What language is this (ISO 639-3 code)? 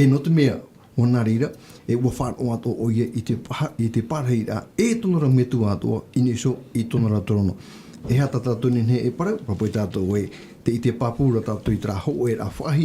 tah